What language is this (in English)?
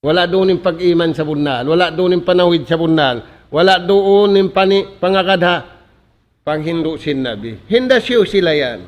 Tausug